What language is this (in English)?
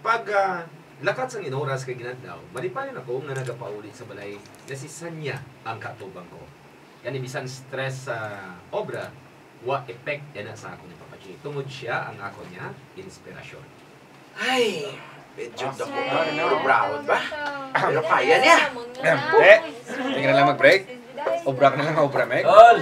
Hiligaynon